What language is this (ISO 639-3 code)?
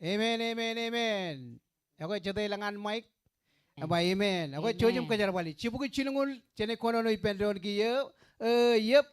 mah